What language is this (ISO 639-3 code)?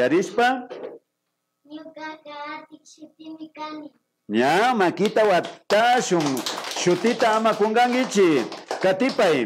qvi